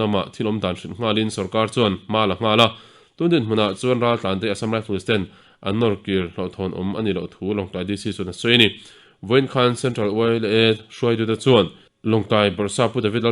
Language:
Mizo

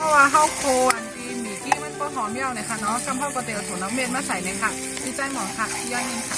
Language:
Shan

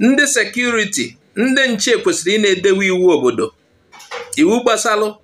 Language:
Igbo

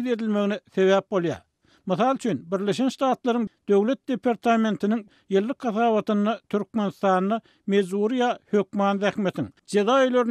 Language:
Turkmen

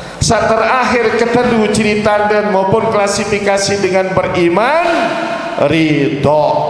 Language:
Sasak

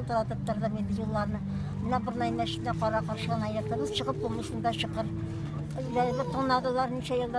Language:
Tatar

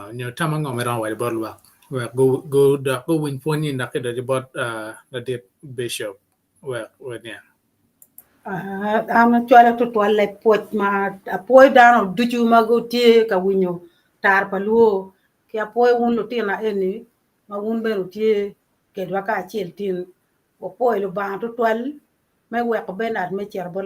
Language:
Acoli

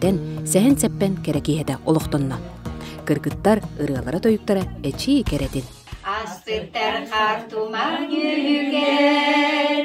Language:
Yakut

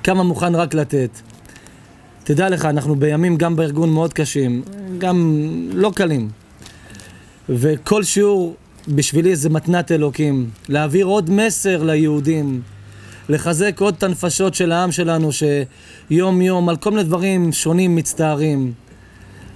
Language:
Hebrew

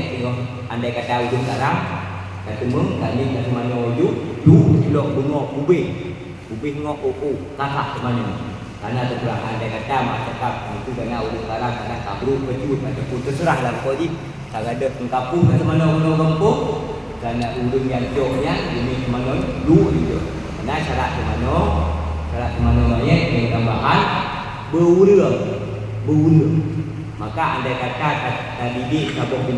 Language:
Achinese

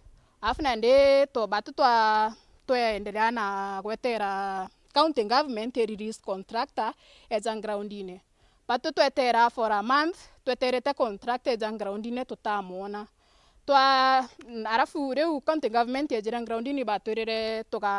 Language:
Meru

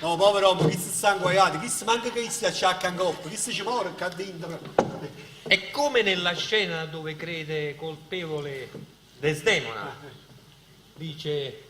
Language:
Neapolitan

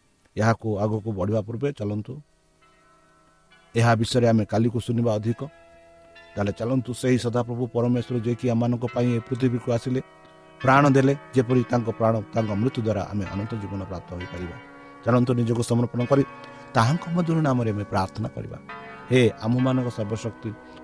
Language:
Odia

